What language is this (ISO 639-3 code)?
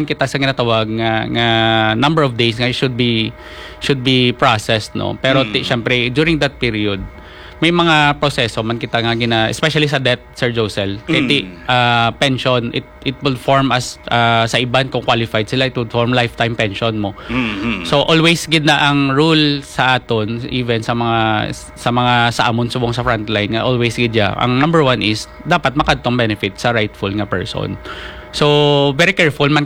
hil